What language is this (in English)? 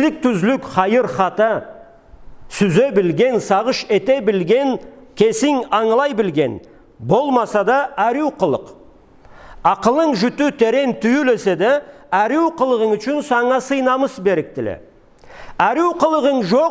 Karachay-Balkar